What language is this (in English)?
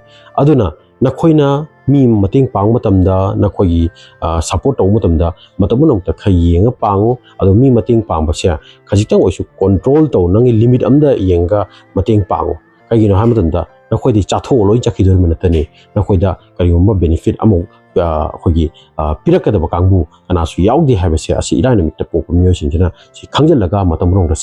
Manipuri